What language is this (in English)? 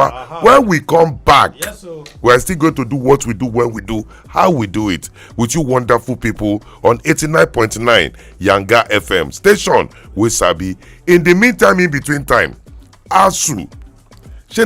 Nigerian Pidgin